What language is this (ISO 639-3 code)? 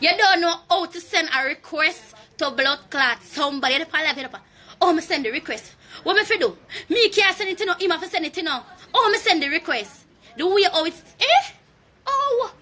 jam